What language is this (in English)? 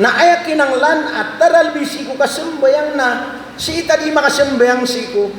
Maranao